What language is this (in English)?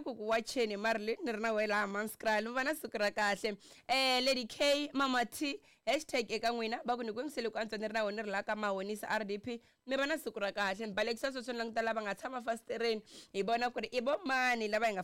Tsonga